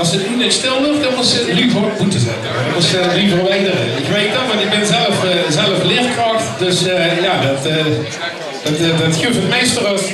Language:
Limburgish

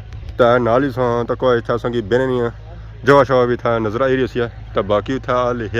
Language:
Pahari-Potwari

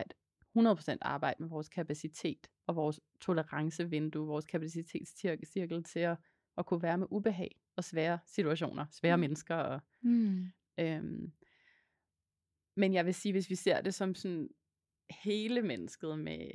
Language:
Danish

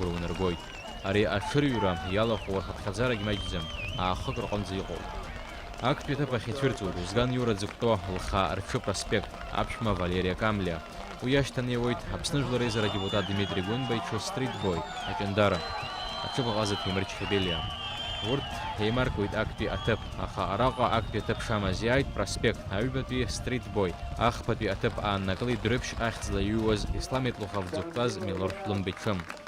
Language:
Abkhazian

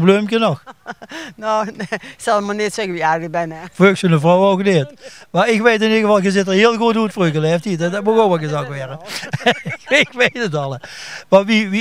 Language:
Limburgish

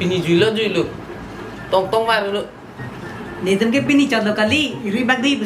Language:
Karbi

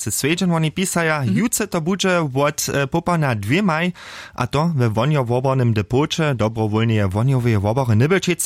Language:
Upper Sorbian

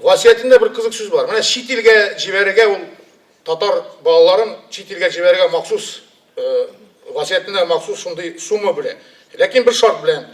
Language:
Tatar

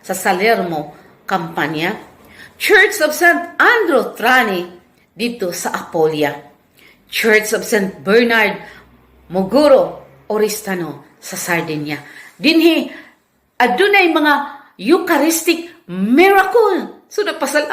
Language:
Cebuano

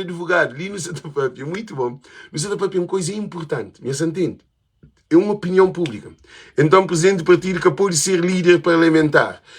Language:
Kabuverdianu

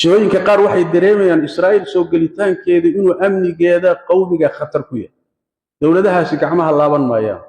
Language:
Somali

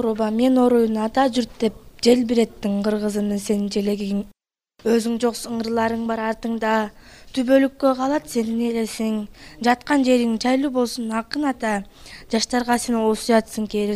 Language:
Kyrgyz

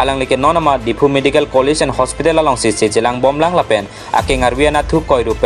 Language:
Karbi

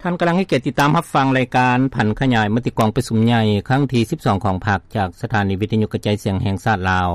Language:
Lao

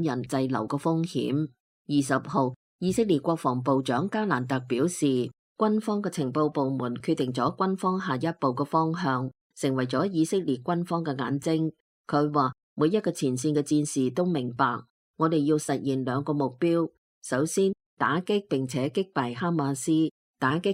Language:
Cantonese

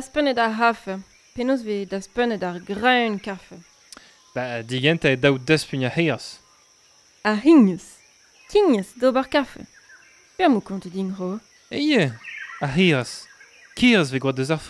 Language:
Breton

